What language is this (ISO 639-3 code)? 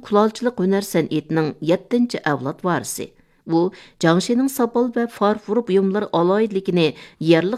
uig